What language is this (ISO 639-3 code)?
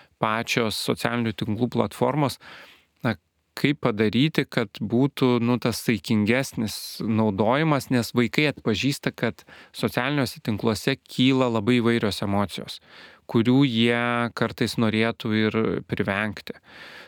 lit